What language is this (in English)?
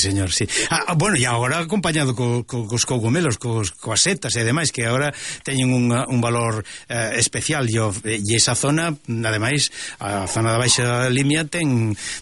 Galician